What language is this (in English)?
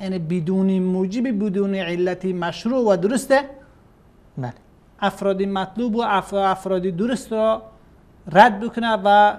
Persian